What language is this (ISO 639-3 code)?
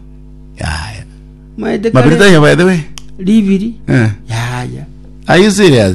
guz